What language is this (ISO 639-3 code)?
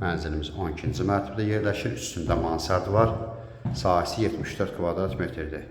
aze